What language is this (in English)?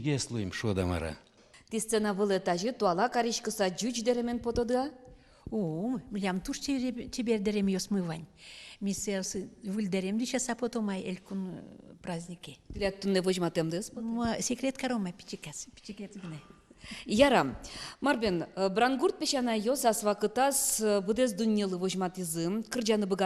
Udmurt